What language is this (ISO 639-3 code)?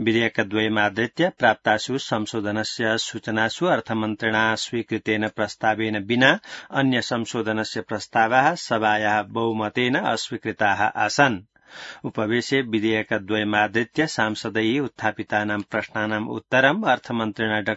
san